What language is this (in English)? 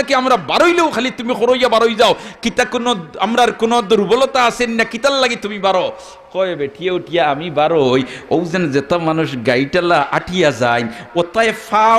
Sylheti